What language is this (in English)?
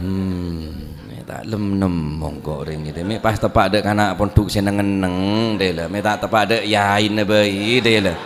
Madurese